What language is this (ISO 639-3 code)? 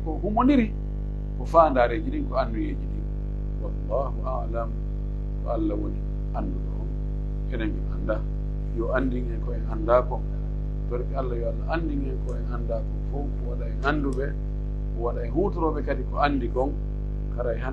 fuf